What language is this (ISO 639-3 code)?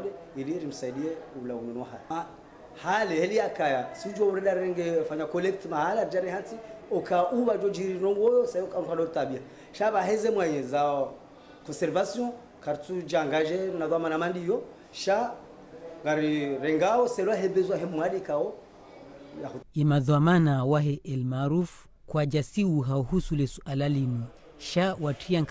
zdj